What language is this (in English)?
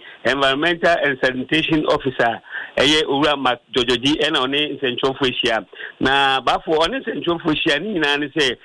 Akan